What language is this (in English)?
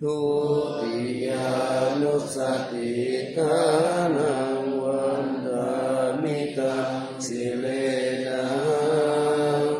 Pali